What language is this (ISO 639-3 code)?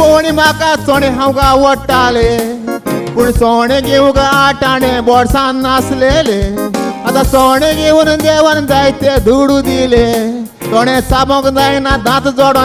kok